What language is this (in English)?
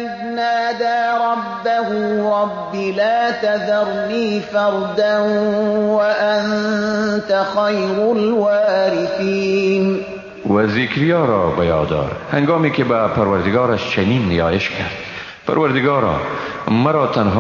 Persian